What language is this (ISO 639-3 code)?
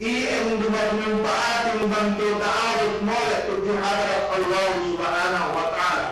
yka